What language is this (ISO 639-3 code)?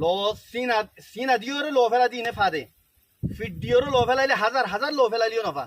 rhg